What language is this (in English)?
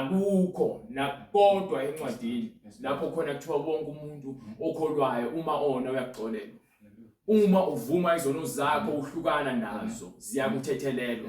Zulu